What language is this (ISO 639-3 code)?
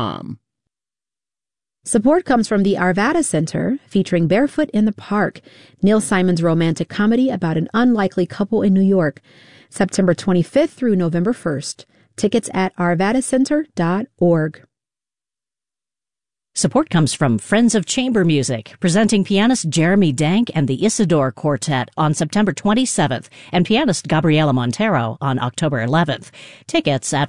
eng